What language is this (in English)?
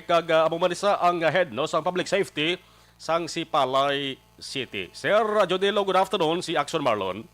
Hiligaynon